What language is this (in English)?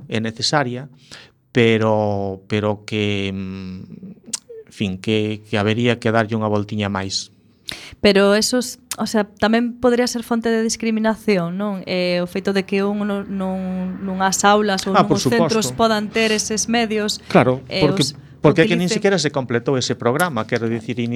Galician